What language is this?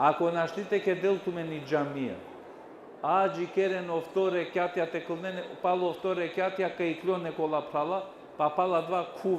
Balkan Romani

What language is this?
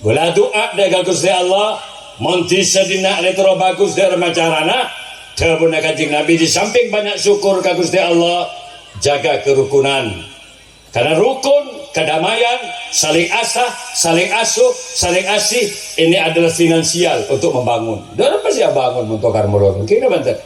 Madurese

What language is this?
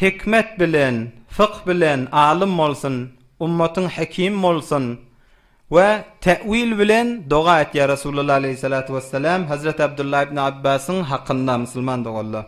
Turkmen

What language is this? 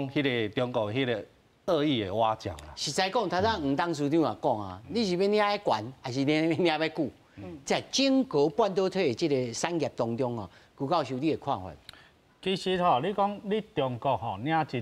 Min Nan Chinese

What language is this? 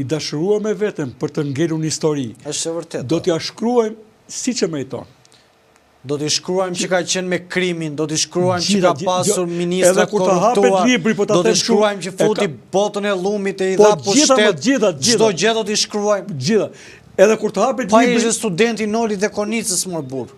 Albanian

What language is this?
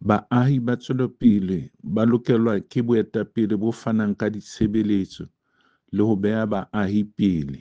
Southern Sotho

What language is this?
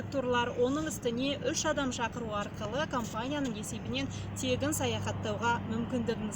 Kazakh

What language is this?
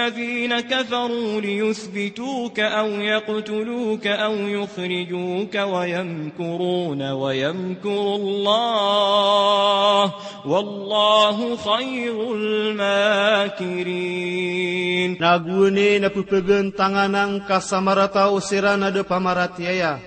Maranao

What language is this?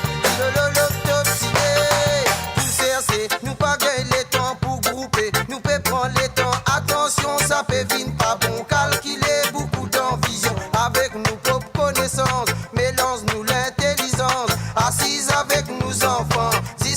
Morisyen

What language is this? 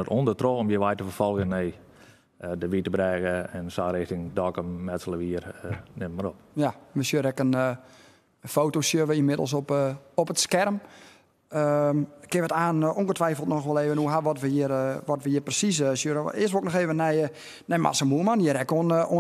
Western Frisian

